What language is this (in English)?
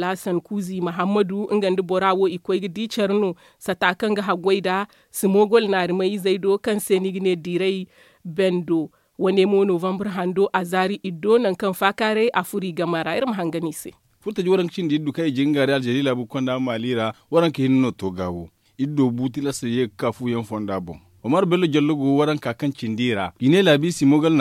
Zarma